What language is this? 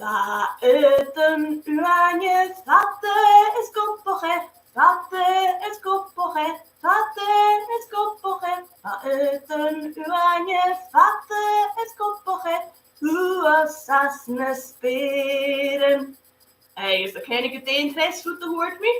Scottish Gaelic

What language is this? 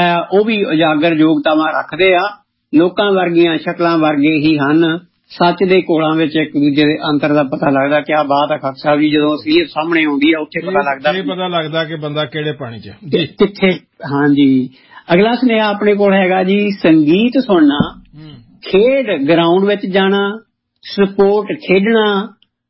Punjabi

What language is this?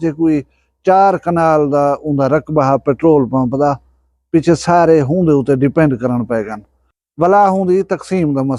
Saraiki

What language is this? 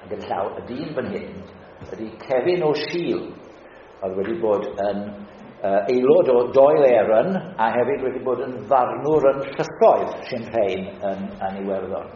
Welsh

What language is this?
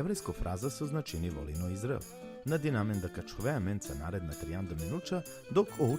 Balkan Romani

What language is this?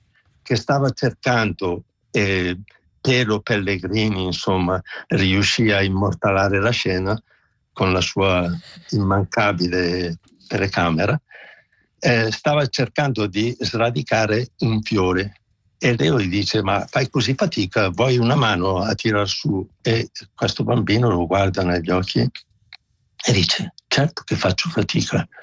Italian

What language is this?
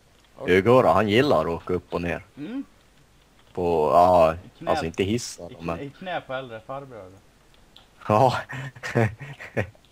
Swedish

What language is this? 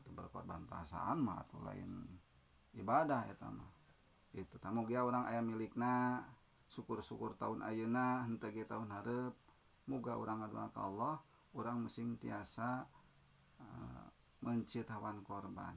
Sundanese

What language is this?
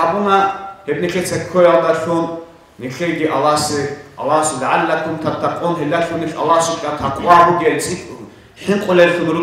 Avaric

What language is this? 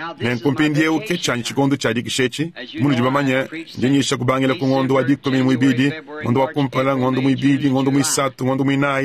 Luba-Lulua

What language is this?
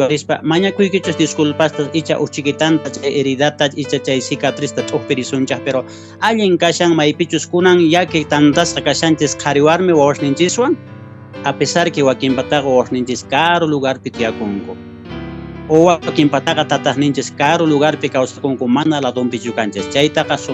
Quechua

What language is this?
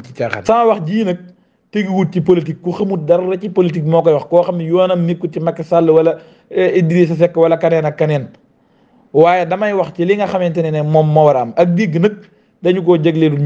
Wolof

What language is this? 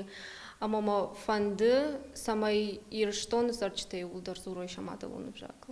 Ossetic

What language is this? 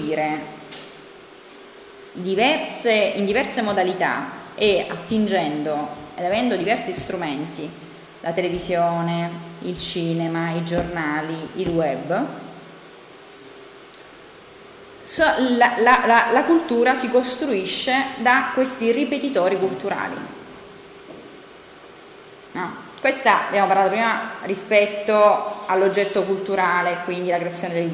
Italian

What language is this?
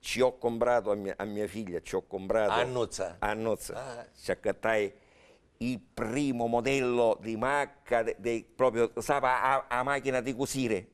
Sicilian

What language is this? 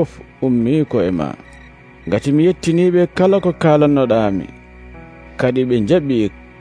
Nigerian Fulfulde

